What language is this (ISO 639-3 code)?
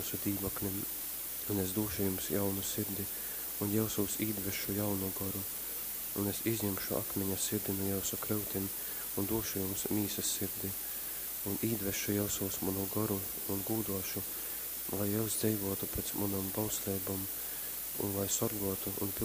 ltg